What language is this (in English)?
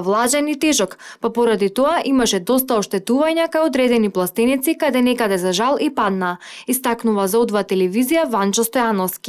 Macedonian